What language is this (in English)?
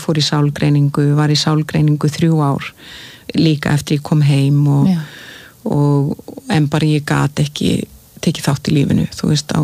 Icelandic